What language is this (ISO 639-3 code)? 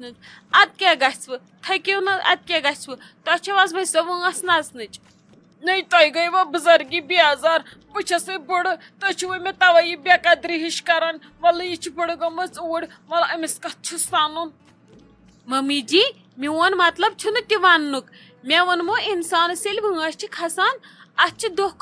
kas